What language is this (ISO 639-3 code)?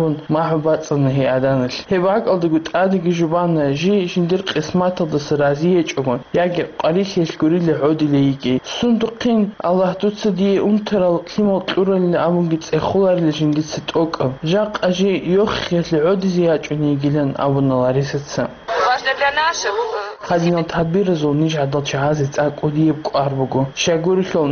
ava